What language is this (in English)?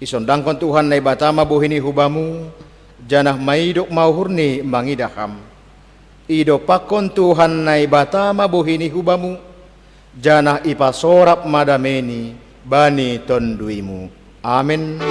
Batak Simalungun